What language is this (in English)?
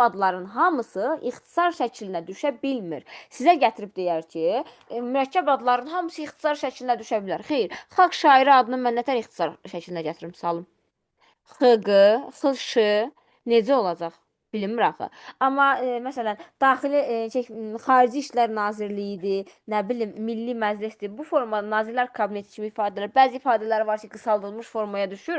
Azerbaijani